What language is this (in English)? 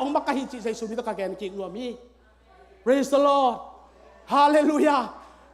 Tedim Chin